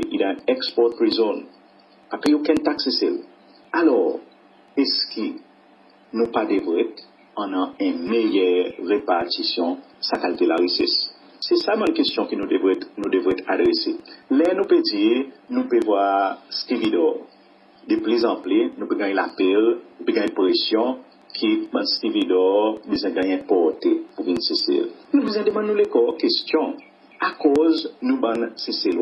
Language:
Seselwa Creole French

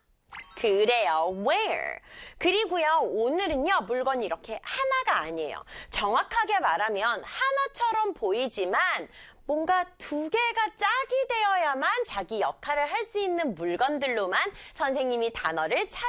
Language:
Korean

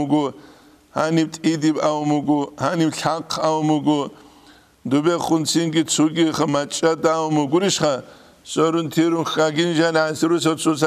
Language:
Avaric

